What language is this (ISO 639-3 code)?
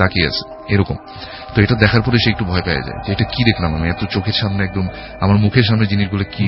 ben